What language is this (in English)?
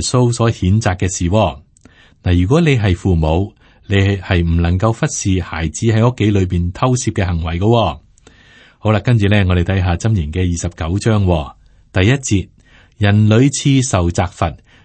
Cantonese